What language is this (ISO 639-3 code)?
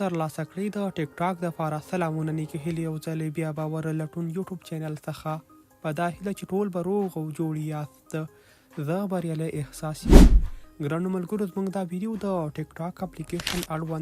pus